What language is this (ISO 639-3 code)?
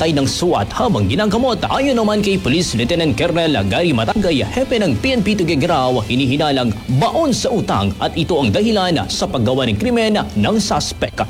fil